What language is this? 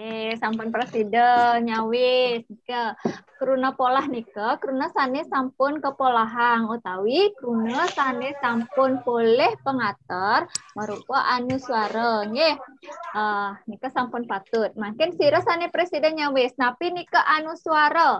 Balinese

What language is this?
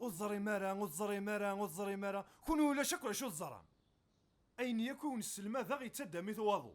Kabyle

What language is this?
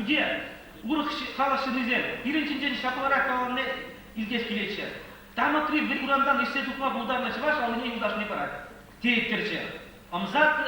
Chuvash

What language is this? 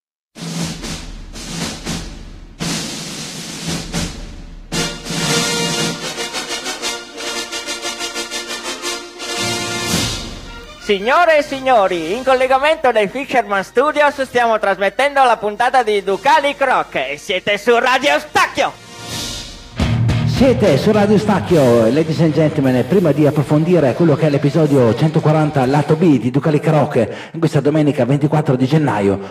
Italian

